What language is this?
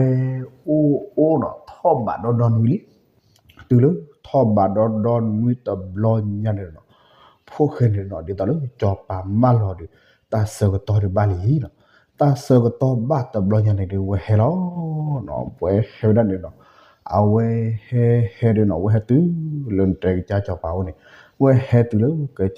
S'gaw Karen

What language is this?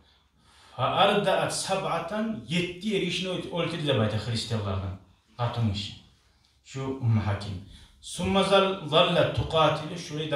Kumyk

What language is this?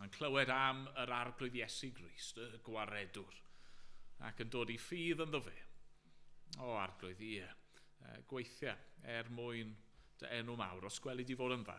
Welsh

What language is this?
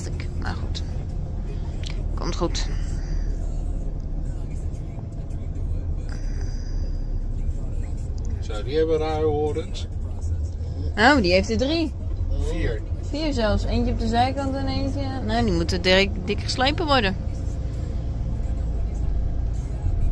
Dutch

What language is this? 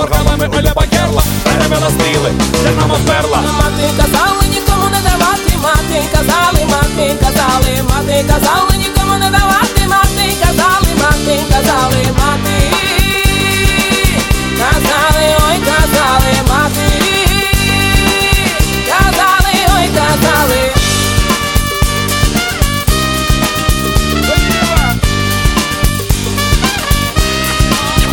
Ukrainian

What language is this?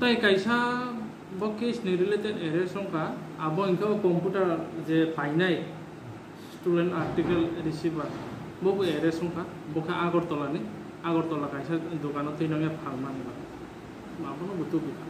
Kok Borok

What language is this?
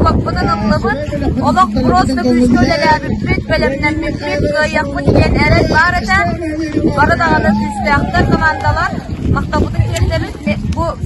Yakut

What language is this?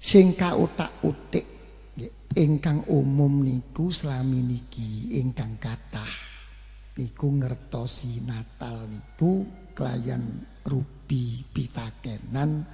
Javanese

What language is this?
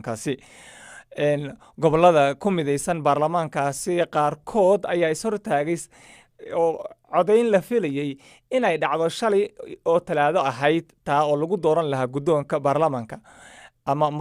Somali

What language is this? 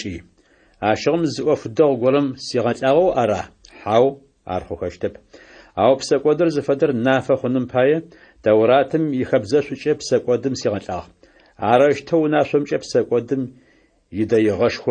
Adyghe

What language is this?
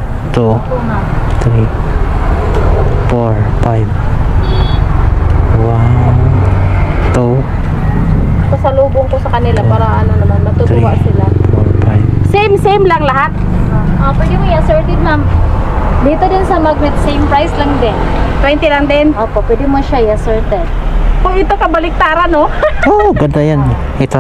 Filipino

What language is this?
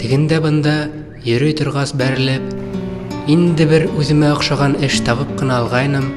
Bashkir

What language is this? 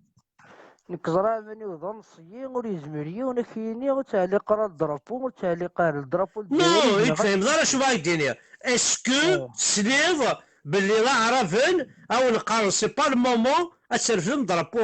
Kabyle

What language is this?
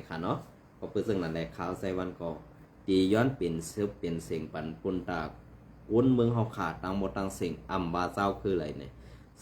Shan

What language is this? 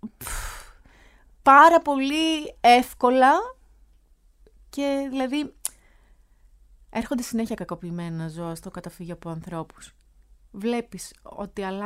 Greek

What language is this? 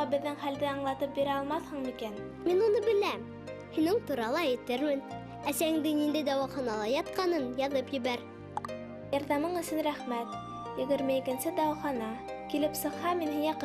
Bashkir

